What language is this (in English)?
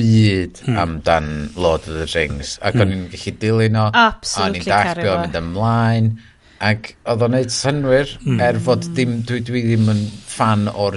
Welsh